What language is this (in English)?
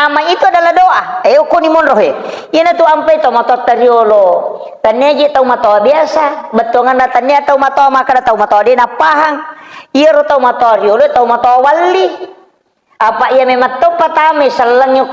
Buginese